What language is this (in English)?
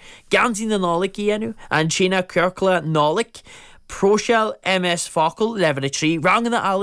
Irish